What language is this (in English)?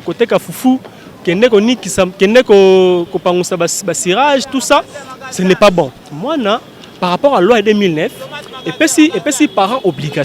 Lingala